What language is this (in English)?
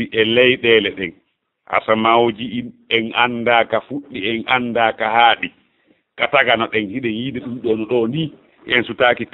Fula